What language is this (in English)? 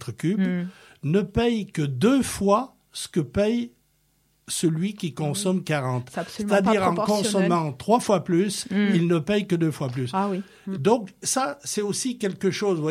French